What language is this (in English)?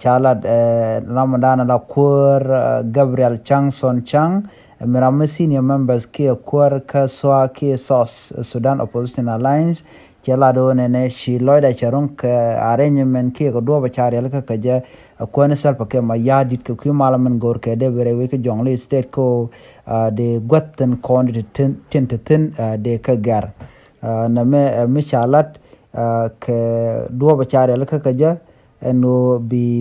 Nuer